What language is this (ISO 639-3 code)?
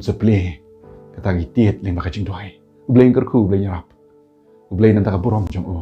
kha